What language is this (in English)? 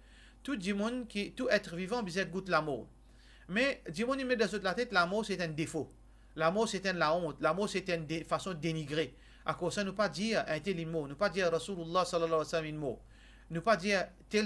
Morisyen